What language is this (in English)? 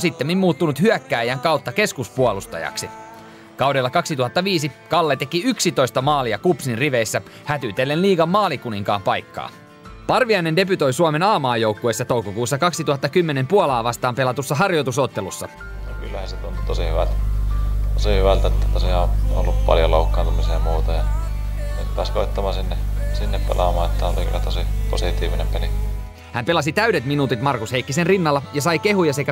Finnish